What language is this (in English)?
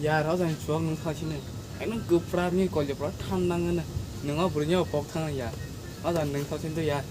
Kok Borok